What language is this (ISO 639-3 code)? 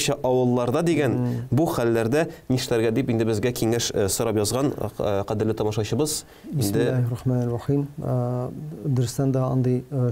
tat